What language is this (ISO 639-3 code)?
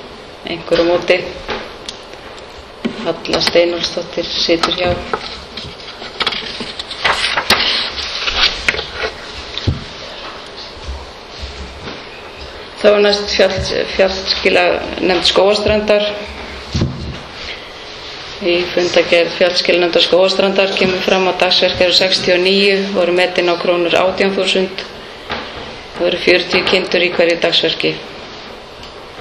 isl